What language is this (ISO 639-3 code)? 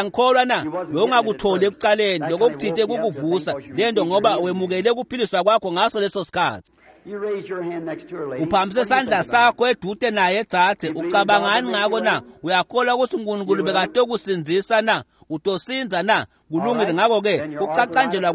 ssw